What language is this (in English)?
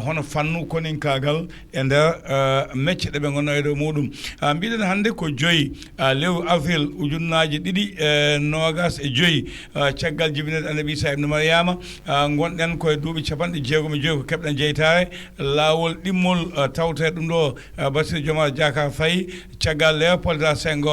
Fula